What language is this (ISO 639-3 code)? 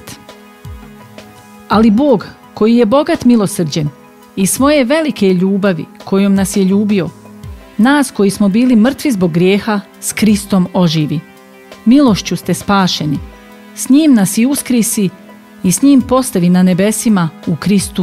hrv